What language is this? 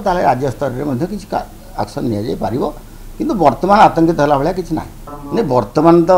Odia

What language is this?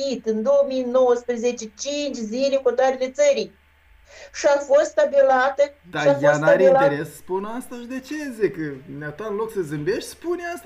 Romanian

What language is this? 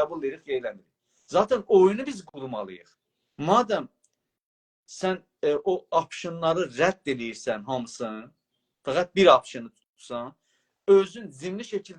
South Azerbaijani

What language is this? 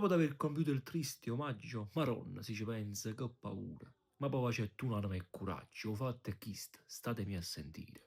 Neapolitan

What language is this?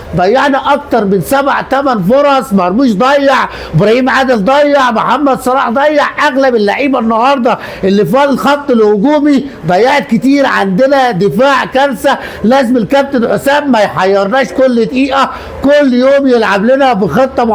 Egyptian Arabic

